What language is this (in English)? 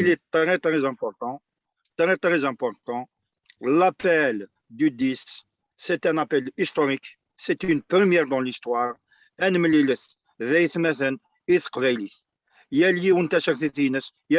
Kabyle